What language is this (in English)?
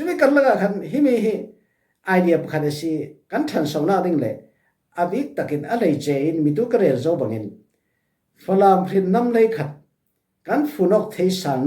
Falam Chin